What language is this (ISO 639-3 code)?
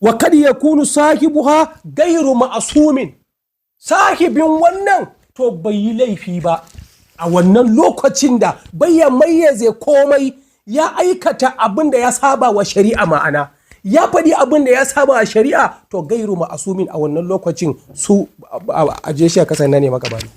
hau